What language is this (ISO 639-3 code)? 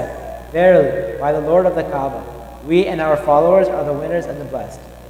eng